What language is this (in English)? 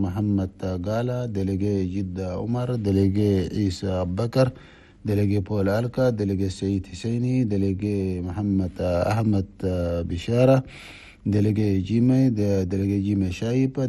Chadian Arabic